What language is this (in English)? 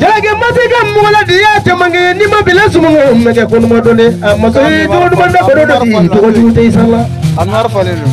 Bambara